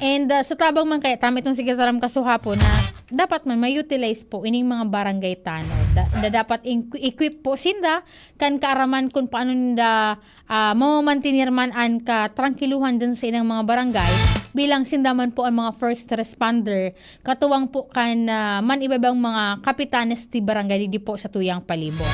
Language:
Bikol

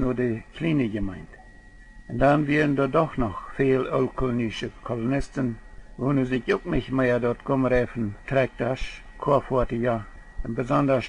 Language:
Plautdietsch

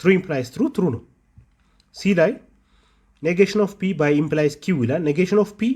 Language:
Amharic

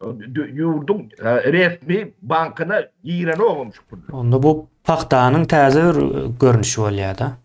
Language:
Turkmen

